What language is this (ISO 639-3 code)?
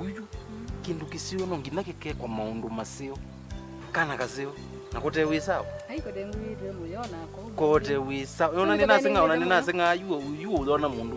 kam